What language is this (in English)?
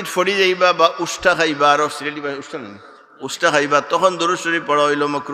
Sylheti